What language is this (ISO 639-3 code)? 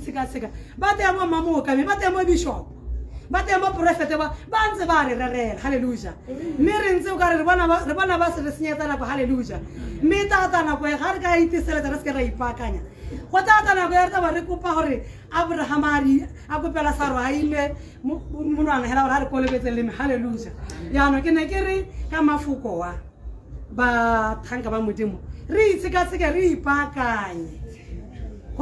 tsn